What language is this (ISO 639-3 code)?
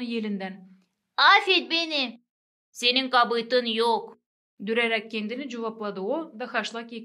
gag